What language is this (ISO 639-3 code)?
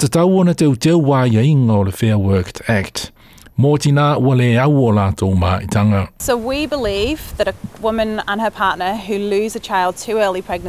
smo